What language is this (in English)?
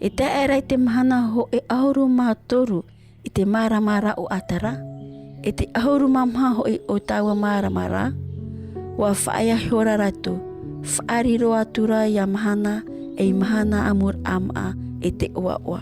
Tahitian